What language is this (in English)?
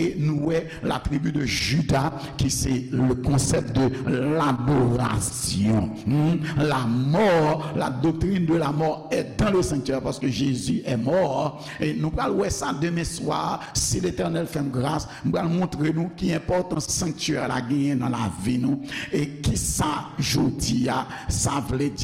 Haitian Creole